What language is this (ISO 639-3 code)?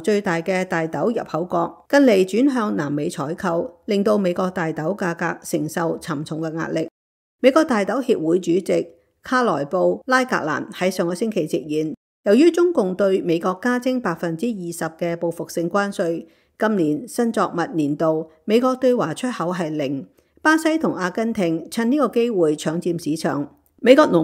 yue